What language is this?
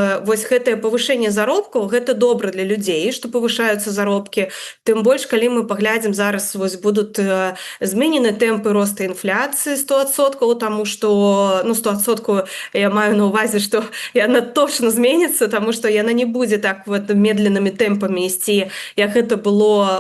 Belarusian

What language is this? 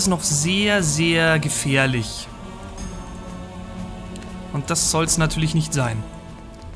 German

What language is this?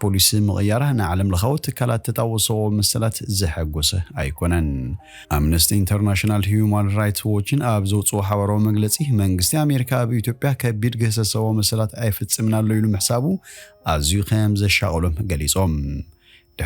Tigrinya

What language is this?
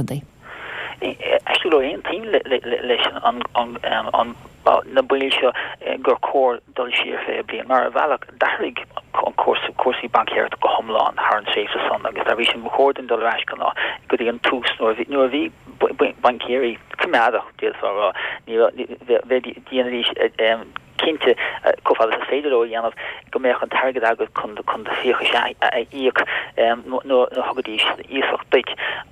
Irish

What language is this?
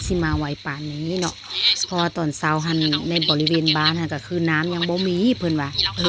Lao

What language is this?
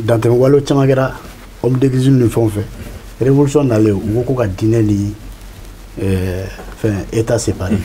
Bambara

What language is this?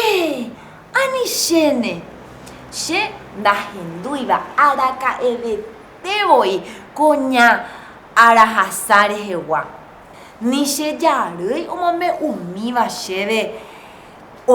Guarani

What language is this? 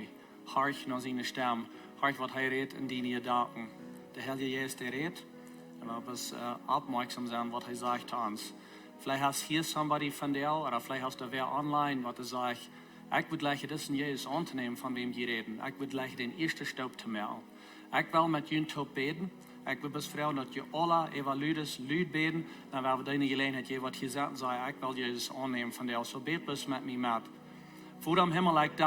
Plautdietsch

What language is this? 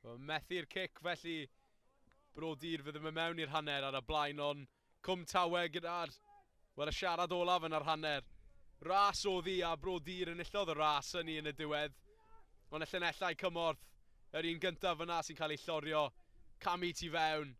Welsh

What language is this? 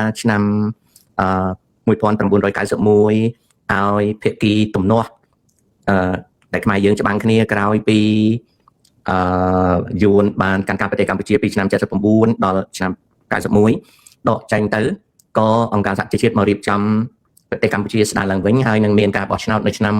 Khmer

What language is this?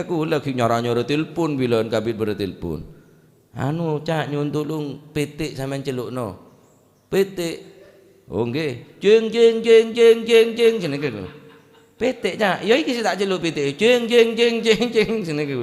Madurese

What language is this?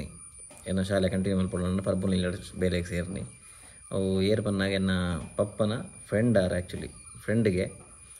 Tulu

